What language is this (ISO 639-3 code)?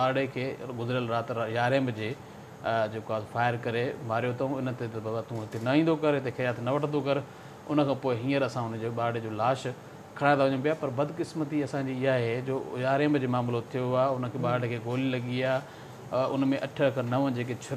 snd